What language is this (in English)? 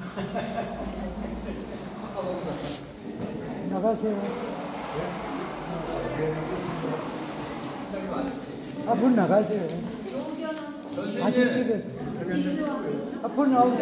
Korean